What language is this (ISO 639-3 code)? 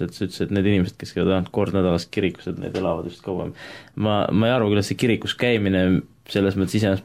est